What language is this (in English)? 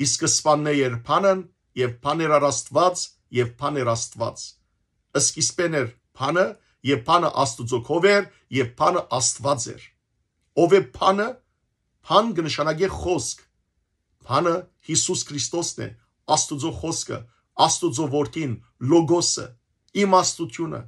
Western Armenian